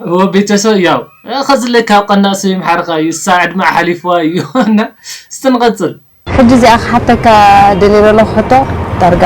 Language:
Tigrinya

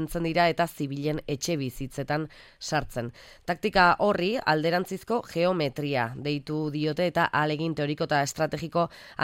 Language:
Basque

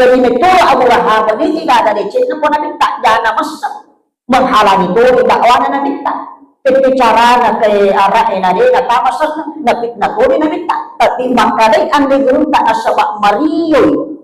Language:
Buginese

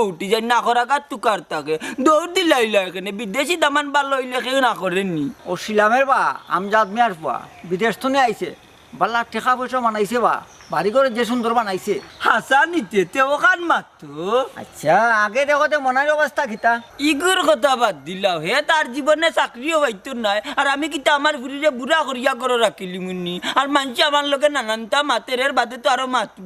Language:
Sylheti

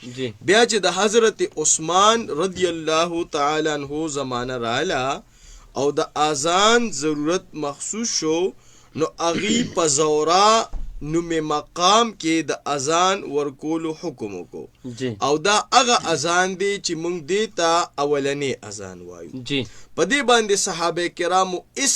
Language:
Pashto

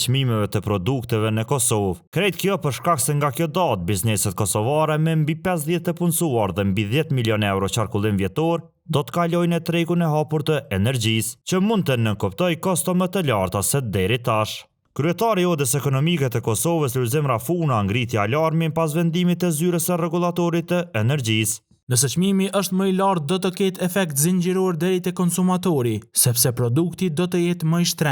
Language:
Albanian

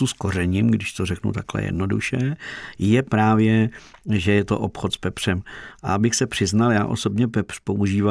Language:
Czech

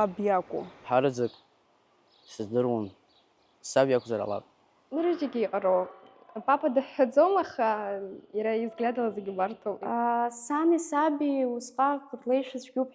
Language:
Abkhazian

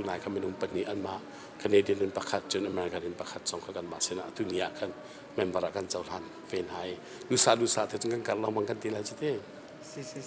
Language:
Hakha Chin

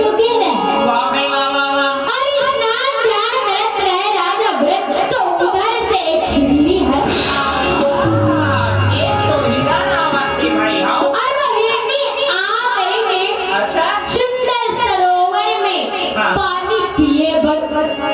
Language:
Chhattisgarhi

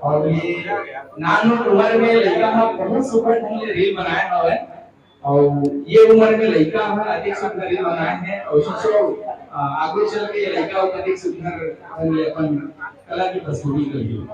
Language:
Chhattisgarhi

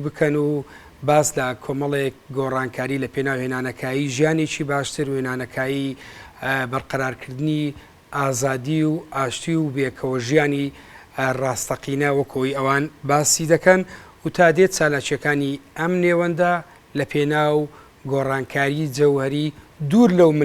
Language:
Central Kurdish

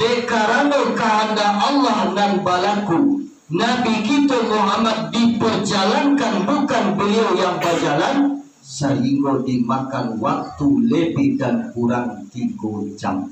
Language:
Minangkabau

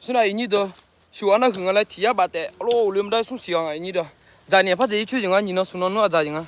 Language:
Akha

